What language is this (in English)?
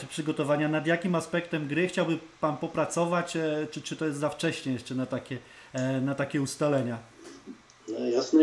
Polish